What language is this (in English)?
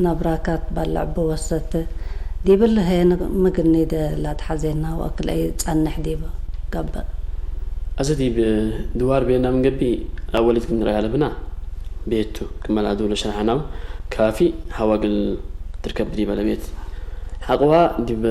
Tigre